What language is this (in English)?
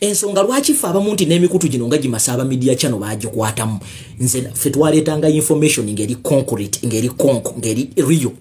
Ganda